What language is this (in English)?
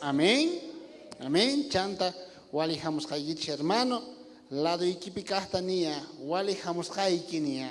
South Bolivian Quechua